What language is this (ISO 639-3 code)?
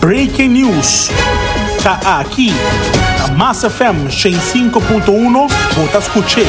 pap